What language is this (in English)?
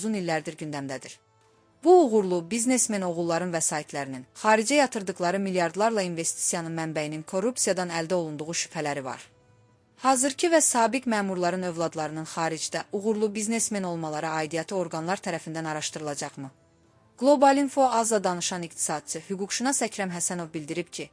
Azerbaijani